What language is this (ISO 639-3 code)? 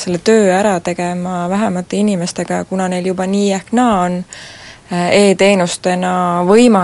est